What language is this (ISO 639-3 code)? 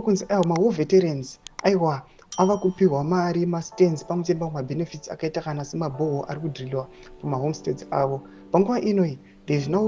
sna